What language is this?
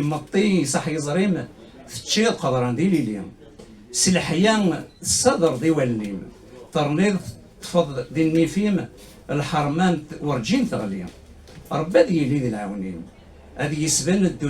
Kabyle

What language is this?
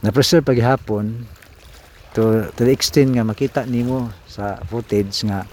Cebuano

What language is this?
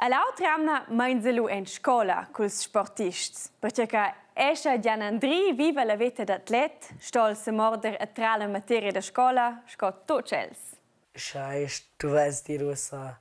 Romansh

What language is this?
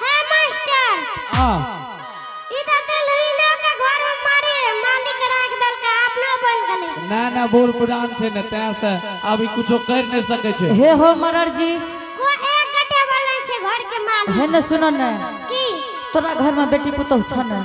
Angika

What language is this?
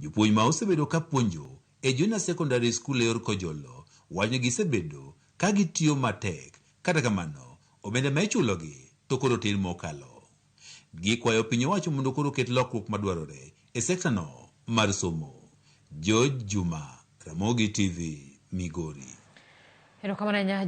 Luo (Kenya and Tanzania)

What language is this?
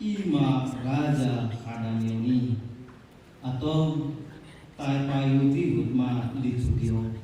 Batak Toba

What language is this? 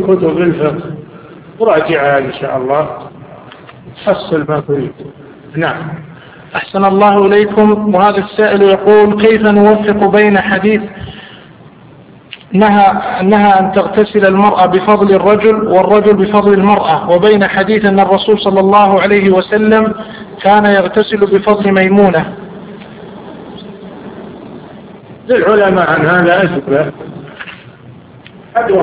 Arabic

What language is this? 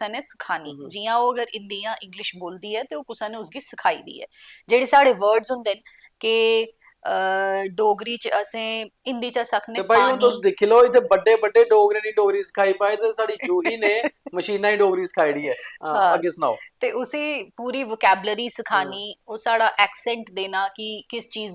Dogri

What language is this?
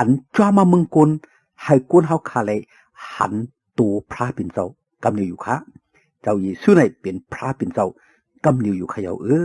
Shan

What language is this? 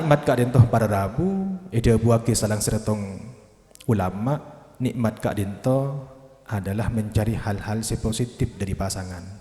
Madurese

